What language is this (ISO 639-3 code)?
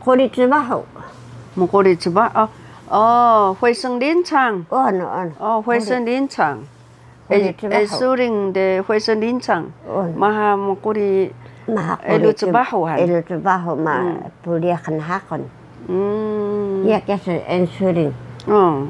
trv